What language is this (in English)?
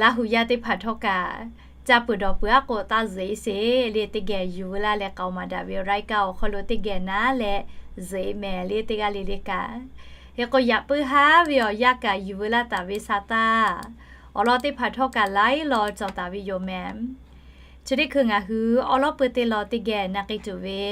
Lahu